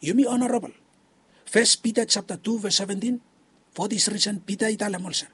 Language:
Bislama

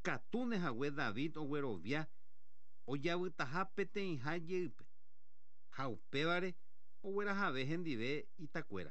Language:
Guarani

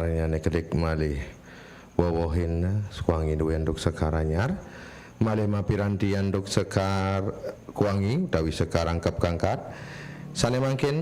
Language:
Balinese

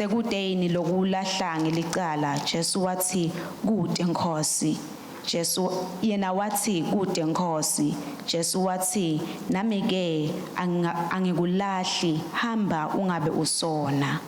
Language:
Swati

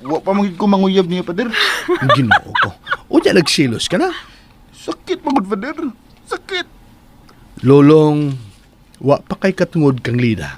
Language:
Cebuano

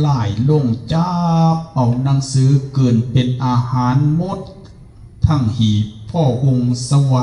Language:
Lao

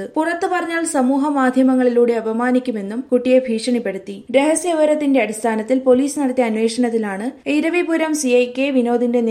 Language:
Malayalam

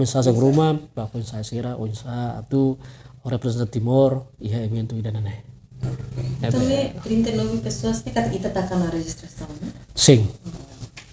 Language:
Tetum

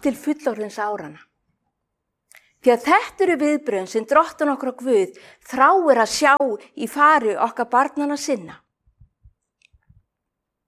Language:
Icelandic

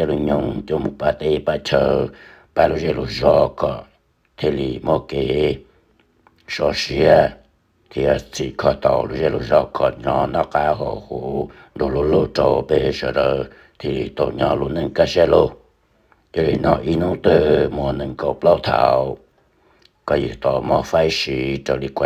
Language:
Hmong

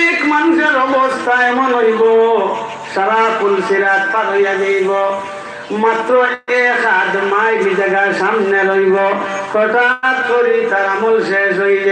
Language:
Sylheti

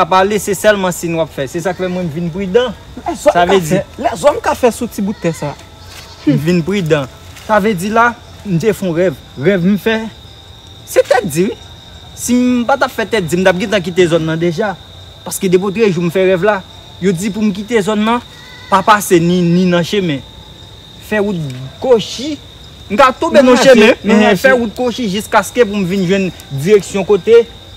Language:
Haitian Creole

